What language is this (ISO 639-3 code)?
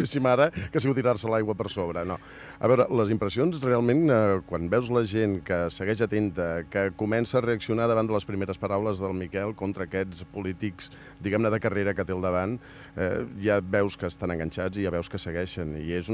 cat